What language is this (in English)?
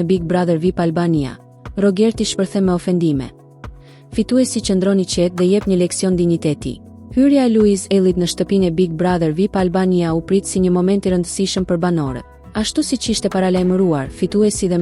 Albanian